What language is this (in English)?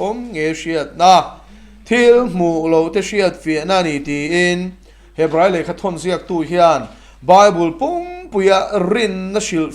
Mizo